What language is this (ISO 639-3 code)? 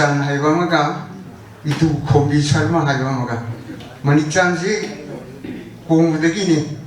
mni